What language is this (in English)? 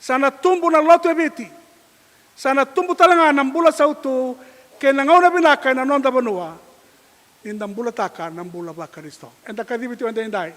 Fijian